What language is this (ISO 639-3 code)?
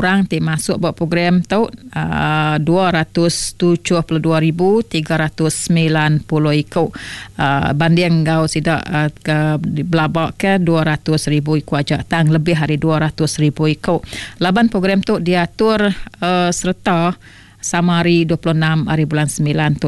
iba